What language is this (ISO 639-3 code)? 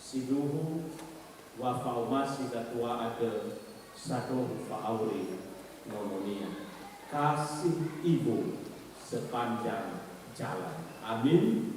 nia